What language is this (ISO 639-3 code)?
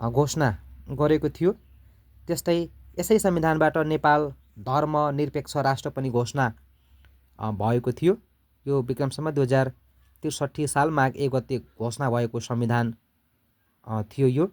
nep